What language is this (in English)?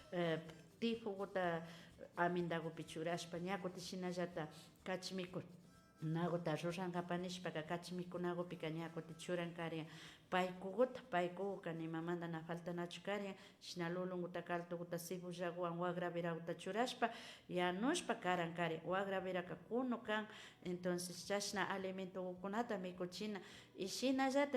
Imbabura Highland Quichua